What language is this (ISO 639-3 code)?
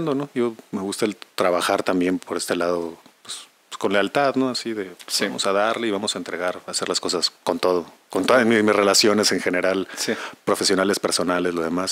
spa